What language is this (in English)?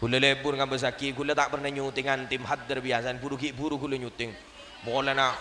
Madurese